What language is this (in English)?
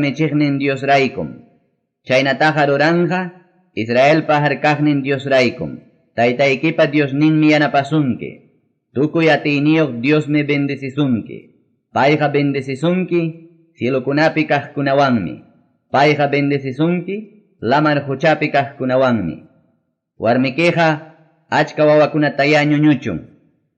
Ayacucho Quechua